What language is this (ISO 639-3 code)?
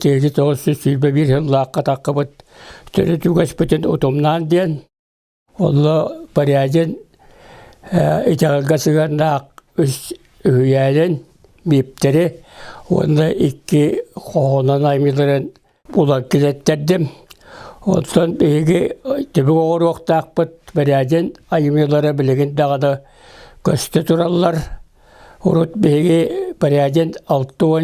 sah